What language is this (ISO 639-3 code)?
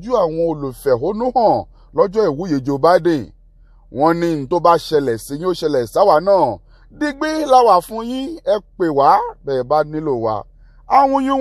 yor